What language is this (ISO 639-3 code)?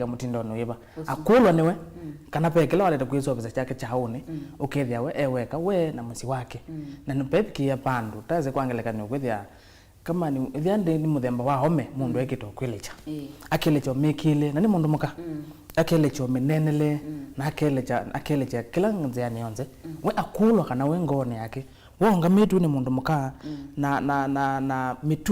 kam